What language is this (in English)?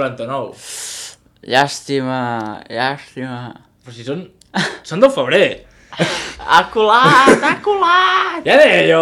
Catalan